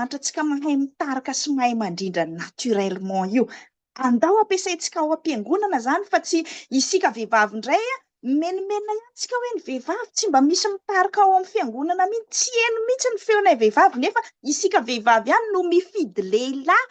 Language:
Malagasy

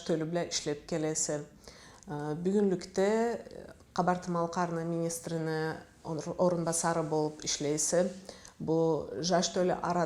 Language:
Karachay-Balkar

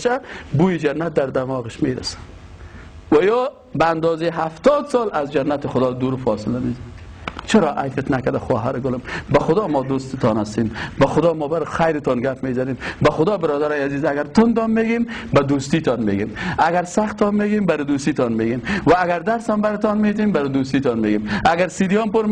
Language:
Persian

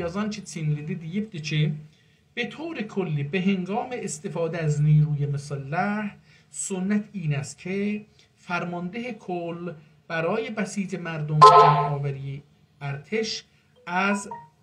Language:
South Azerbaijani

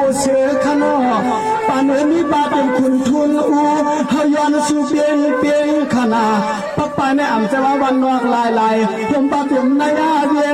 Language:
Shan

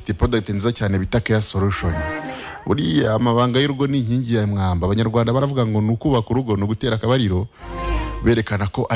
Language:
Kinyarwanda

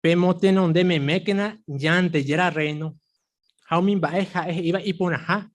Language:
Guarani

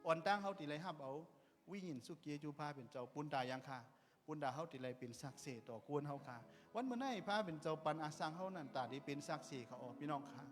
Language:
Shan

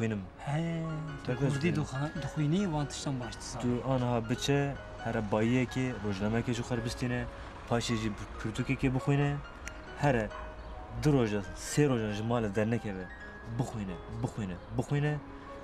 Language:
Kurdish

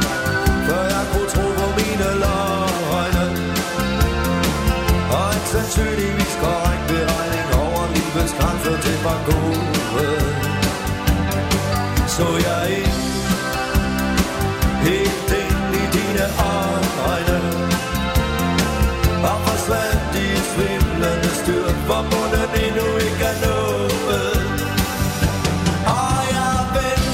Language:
Danish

